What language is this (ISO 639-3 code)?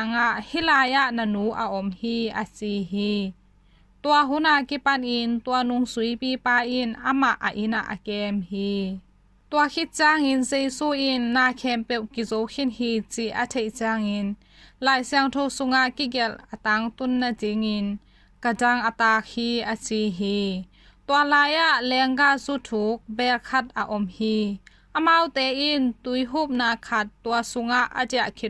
ctd